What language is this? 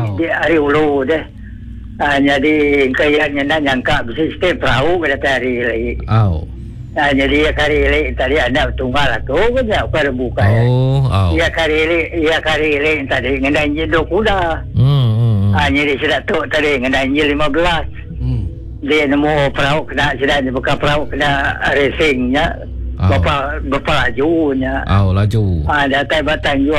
Iban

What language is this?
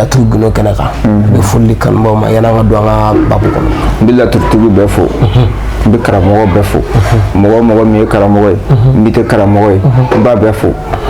Bambara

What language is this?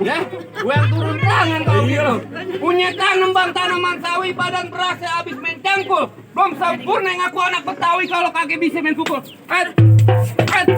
Betawi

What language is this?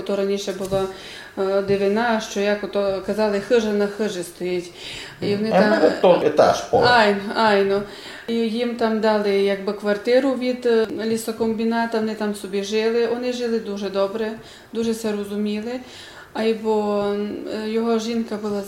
Rusyn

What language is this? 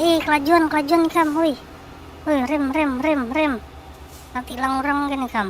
Banjar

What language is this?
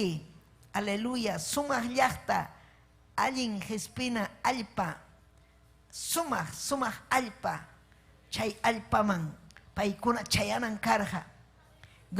Ayacucho Quechua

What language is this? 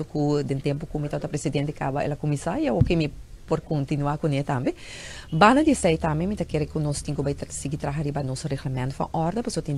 Papiamento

